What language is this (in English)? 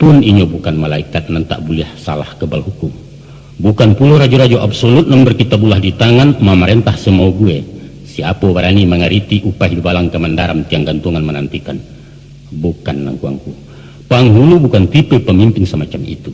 Minangkabau